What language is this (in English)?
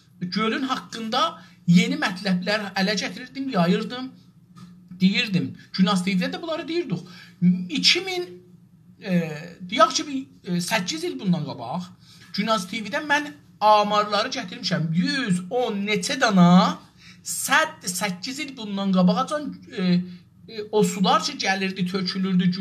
South Azerbaijani